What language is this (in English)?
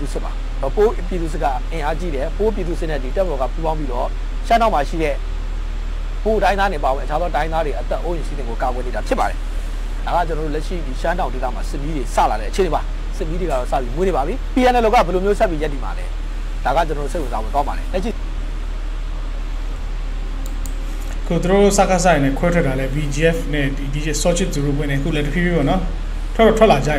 Burmese